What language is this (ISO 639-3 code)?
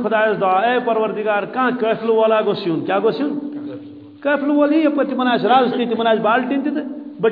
kas